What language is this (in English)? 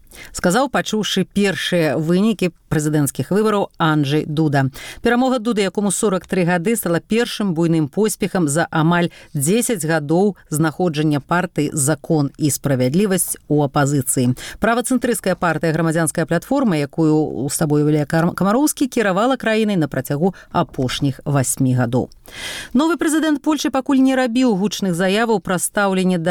Belarusian